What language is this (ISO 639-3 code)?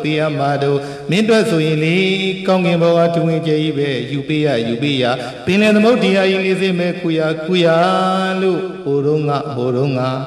mya